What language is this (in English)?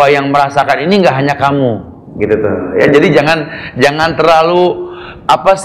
Indonesian